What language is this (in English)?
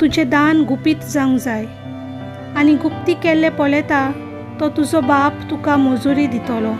Konkani